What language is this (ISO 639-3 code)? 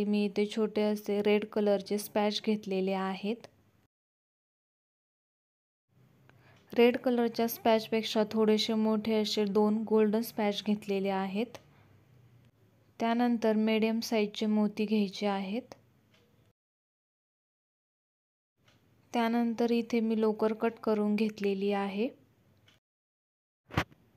mar